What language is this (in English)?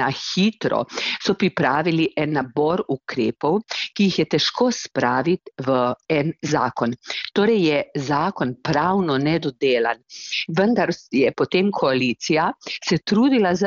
Slovenian